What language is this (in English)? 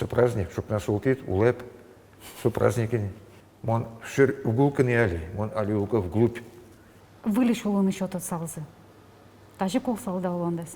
Udmurt